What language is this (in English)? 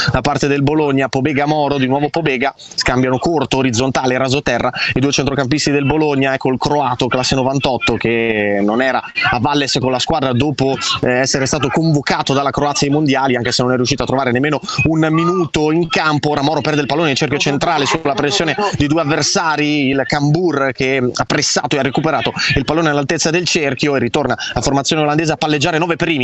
Italian